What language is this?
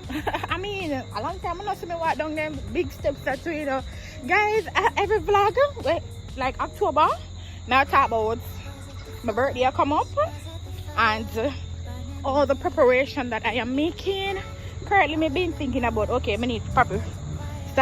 Jamaican Creole English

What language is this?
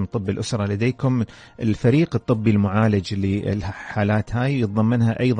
Arabic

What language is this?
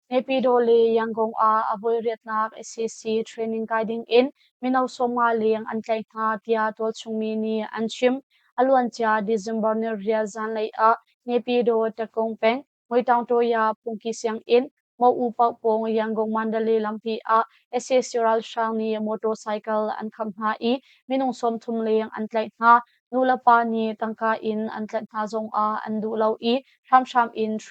Hakha Chin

